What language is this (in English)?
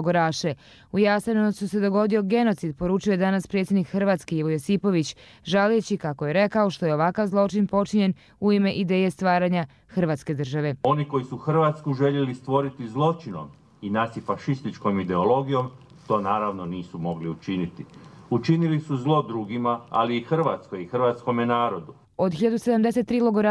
Croatian